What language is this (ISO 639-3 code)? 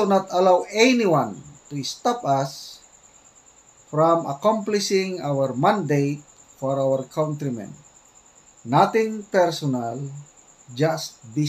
fil